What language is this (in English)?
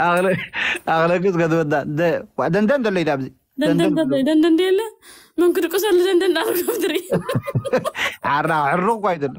Tigrinya